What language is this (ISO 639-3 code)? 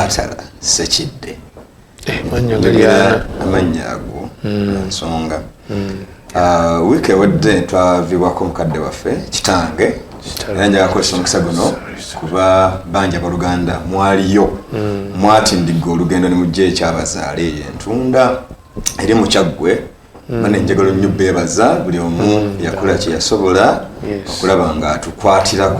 lug